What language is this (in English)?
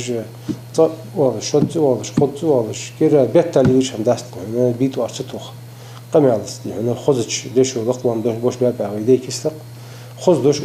Ingush